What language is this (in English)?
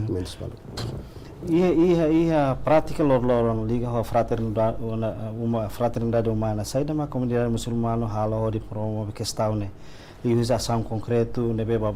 Tetum